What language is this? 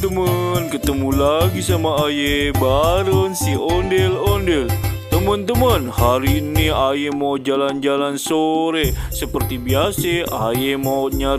Betawi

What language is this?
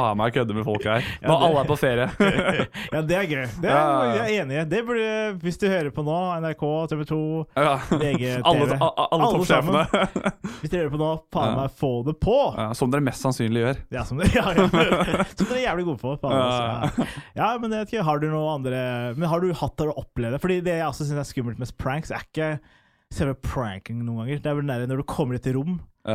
Norwegian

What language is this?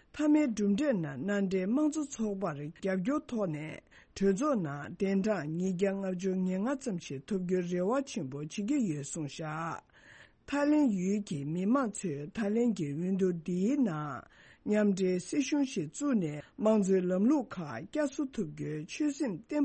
Tibetan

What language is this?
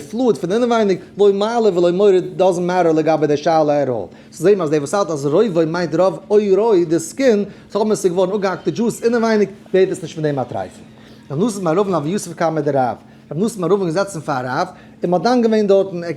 Yiddish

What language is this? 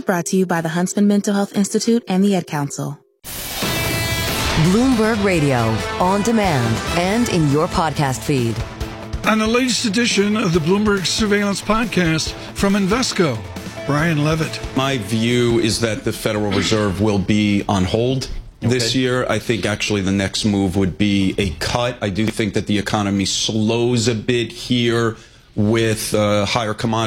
English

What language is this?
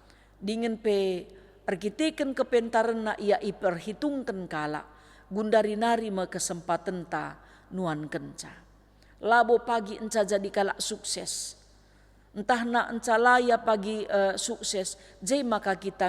Batak Karo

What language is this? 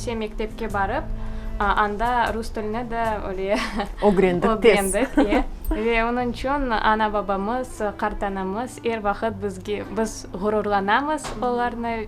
Crimean Tatar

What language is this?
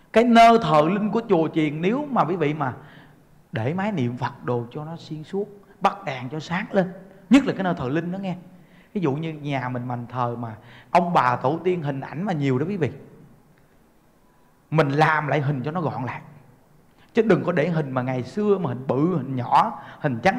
Vietnamese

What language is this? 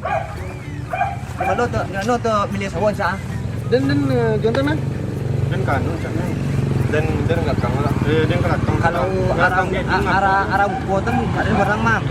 Minangkabau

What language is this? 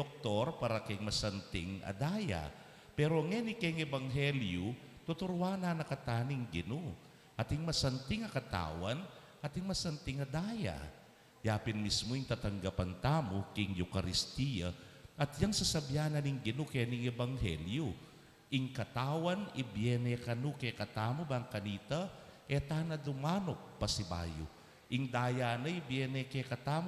Pampanga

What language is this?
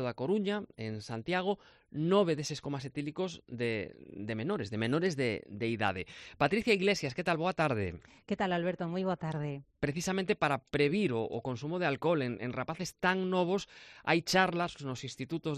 Galician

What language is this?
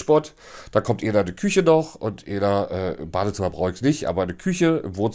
German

